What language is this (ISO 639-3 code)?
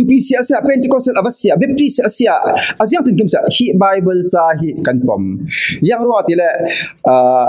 cfm